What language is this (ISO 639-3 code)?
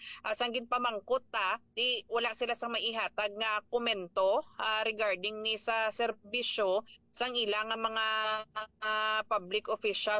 hil